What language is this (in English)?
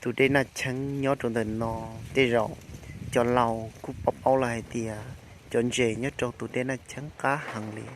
Hmong